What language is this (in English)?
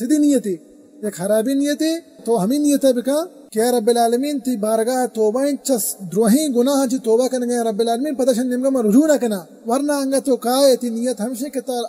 Baluchi